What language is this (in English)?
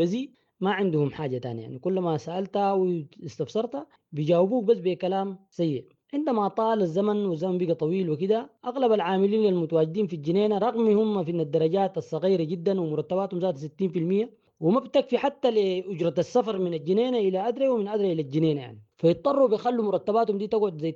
Sudanese Arabic